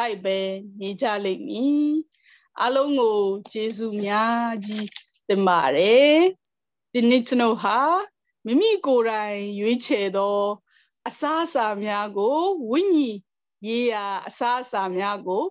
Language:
Burmese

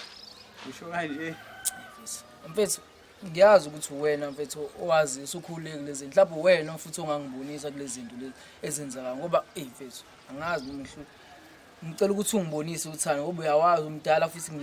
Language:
Zulu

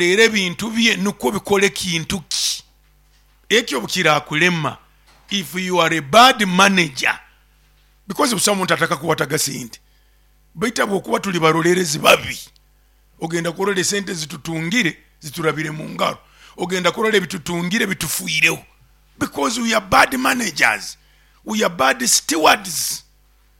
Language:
Nyoro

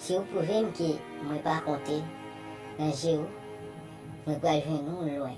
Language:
Haitian Creole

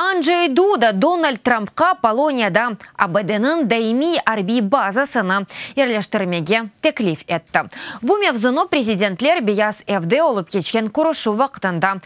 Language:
Crimean Tatar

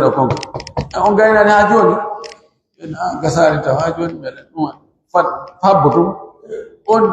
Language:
Pular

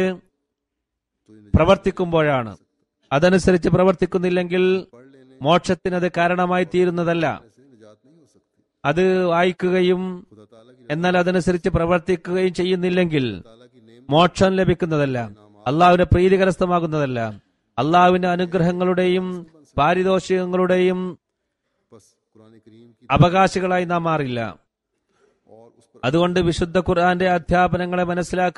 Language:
Malayalam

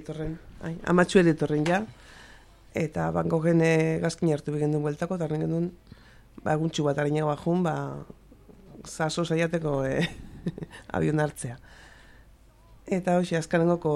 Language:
Basque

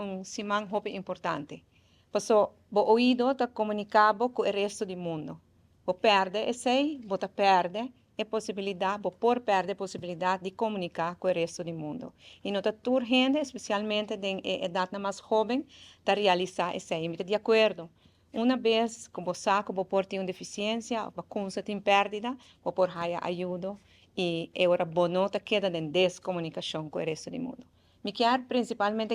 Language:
Papiamento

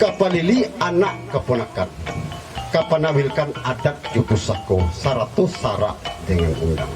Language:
Minangkabau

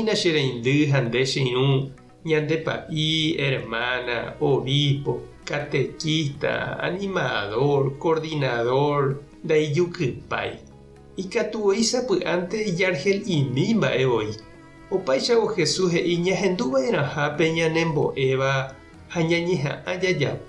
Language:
Guarani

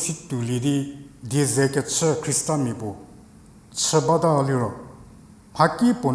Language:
Angami Naga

